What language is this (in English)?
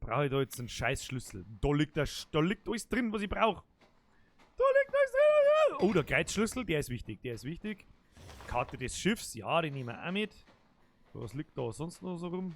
Bavarian